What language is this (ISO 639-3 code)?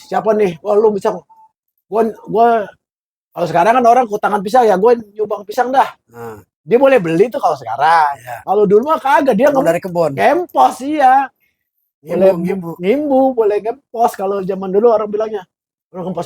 bew